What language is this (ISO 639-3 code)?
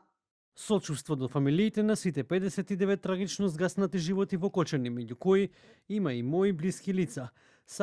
mkd